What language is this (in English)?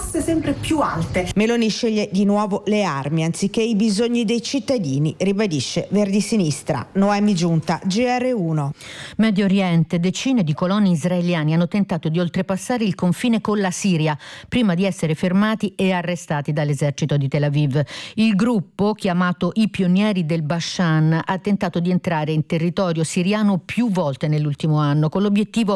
Italian